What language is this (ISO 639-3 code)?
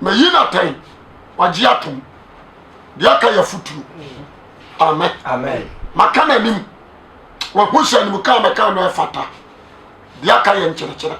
aka